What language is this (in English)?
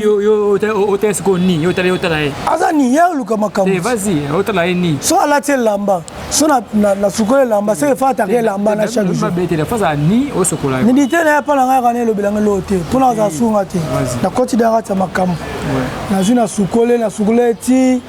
Lingala